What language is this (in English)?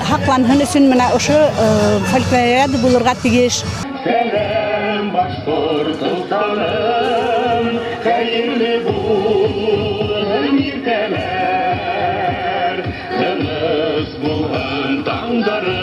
Bashkir